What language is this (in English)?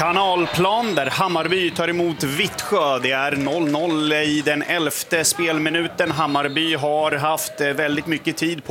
Swedish